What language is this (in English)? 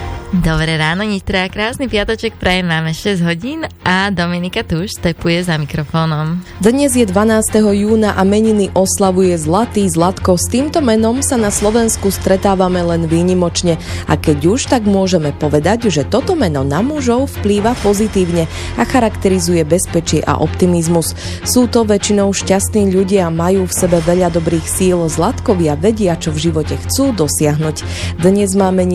Slovak